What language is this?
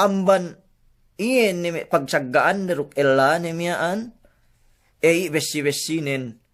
Yakan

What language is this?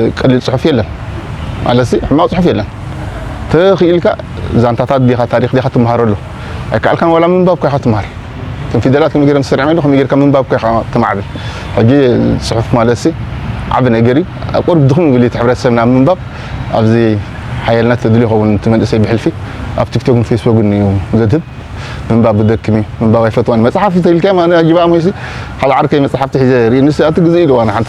Tigrinya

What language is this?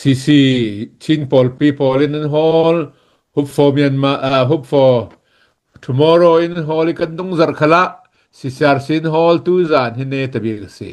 Hakha Chin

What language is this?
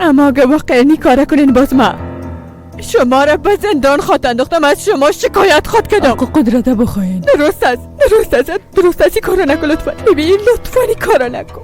Persian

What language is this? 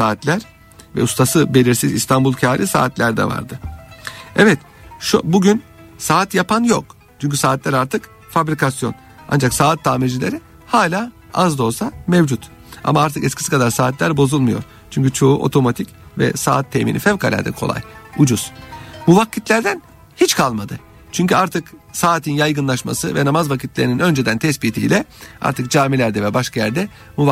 Turkish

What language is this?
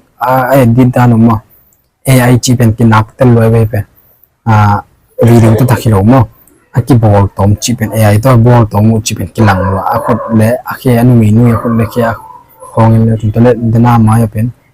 Tedim Chin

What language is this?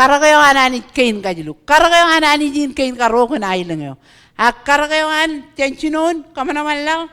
Marshallese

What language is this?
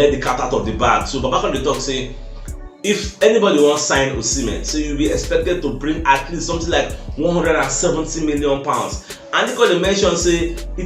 Nigerian Pidgin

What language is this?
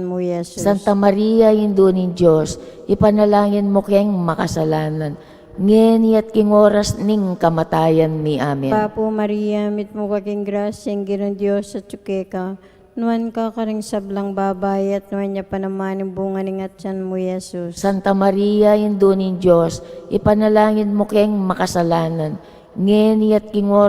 Pampanga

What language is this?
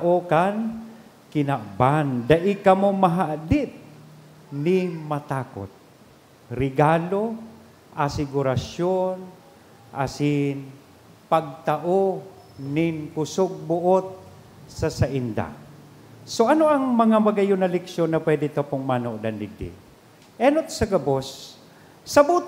Bikol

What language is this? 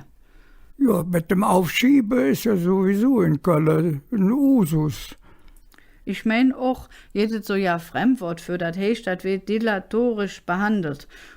Colognian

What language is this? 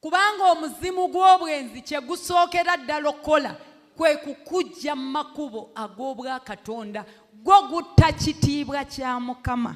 Ganda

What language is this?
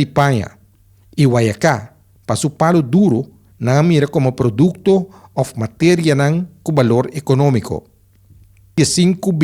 Papiamento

